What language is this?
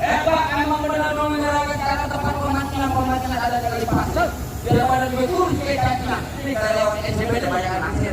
Betawi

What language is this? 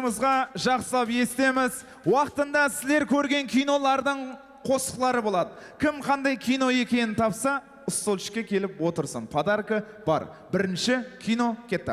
Kara-Kalpak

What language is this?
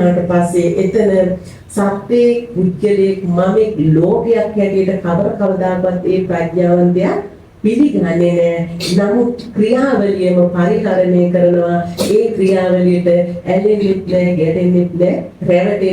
Sinhala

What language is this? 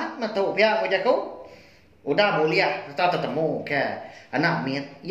Iban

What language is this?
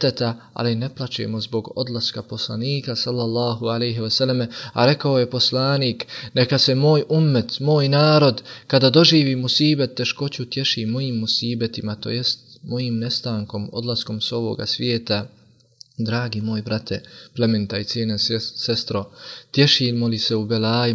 Bosnian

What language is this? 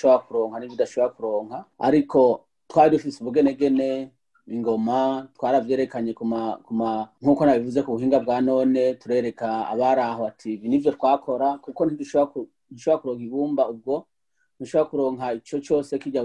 Rundi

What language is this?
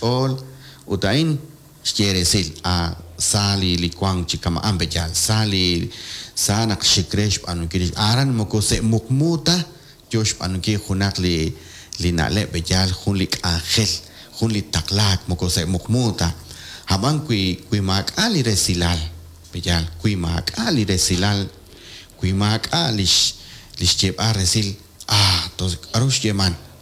Kekchí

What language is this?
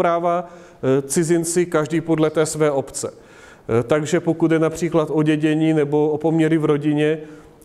Czech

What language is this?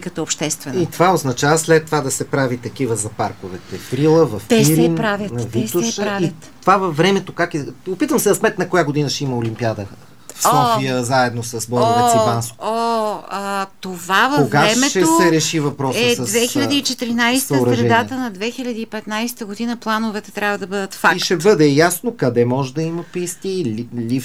Bulgarian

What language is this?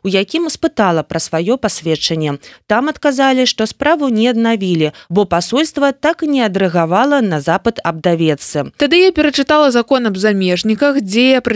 Belarusian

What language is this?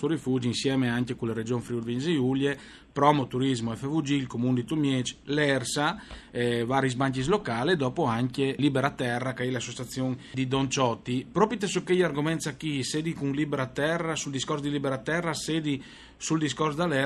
Friulian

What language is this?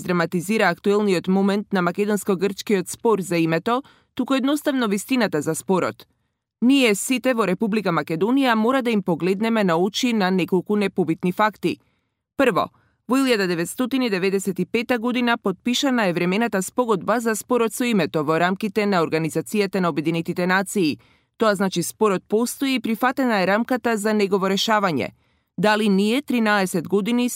Macedonian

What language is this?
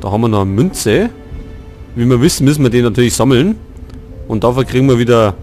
Bavarian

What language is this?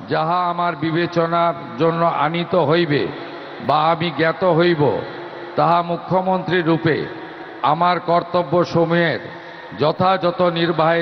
Bangla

